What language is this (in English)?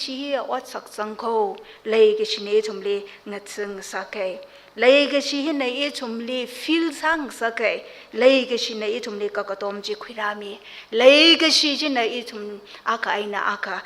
Tangkhul Naga (India)